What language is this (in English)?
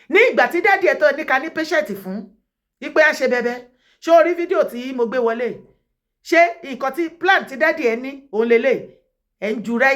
Yoruba